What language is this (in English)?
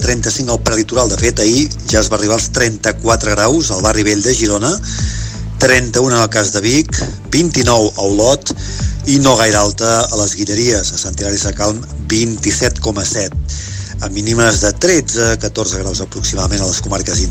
Catalan